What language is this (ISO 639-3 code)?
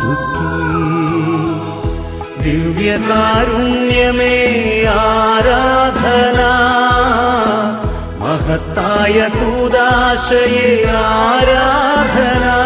mal